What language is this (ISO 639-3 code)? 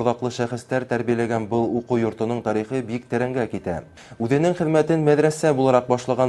bak